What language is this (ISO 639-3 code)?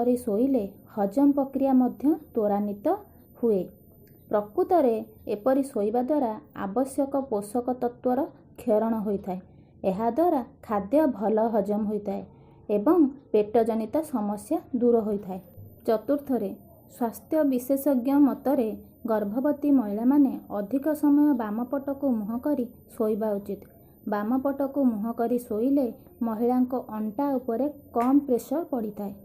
ori